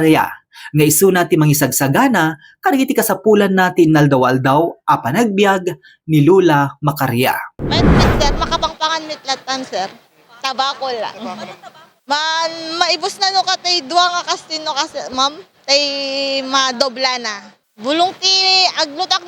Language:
Iloko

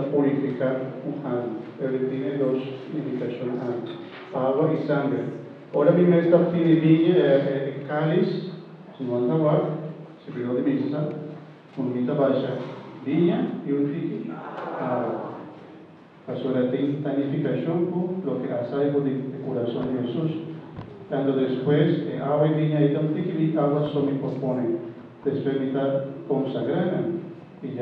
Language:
Papiamento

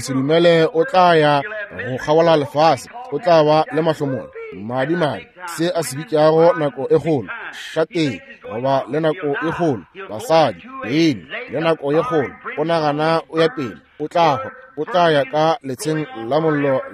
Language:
Northern Sotho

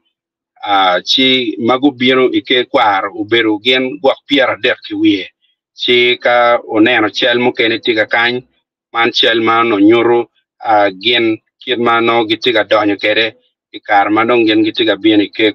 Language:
Acoli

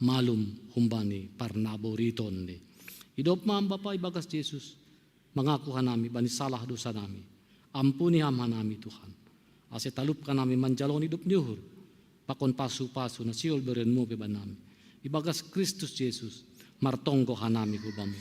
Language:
Batak Simalungun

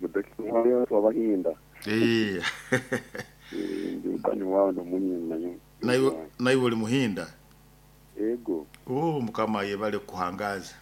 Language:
Nyoro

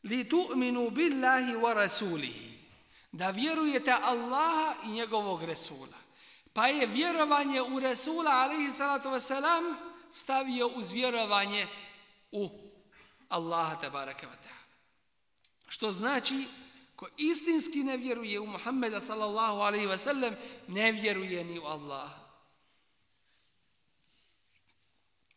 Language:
Bosnian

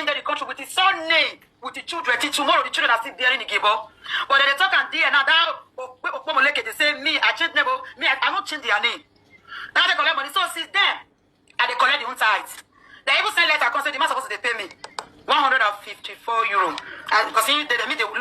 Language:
Nigerian Pidgin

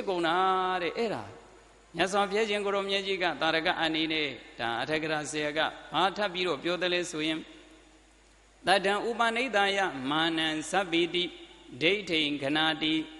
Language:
Burmese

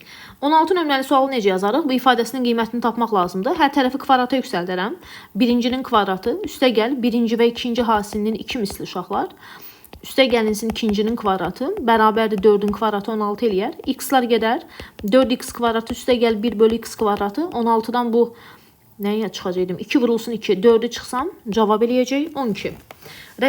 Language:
Azerbaijani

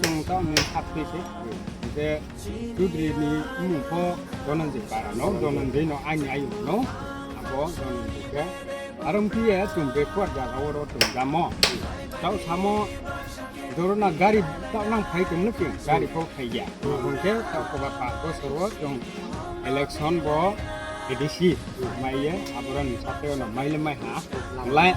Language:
Kok Borok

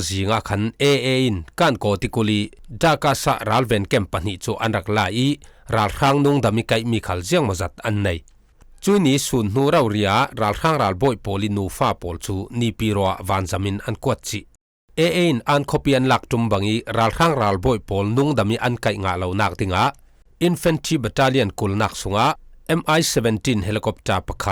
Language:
Falam Chin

